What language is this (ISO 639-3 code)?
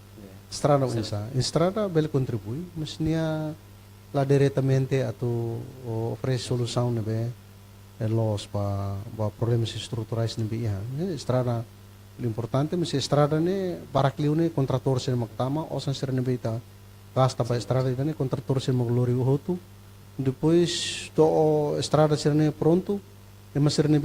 tet